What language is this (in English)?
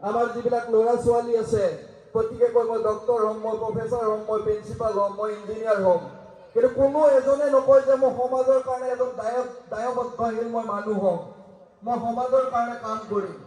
Assamese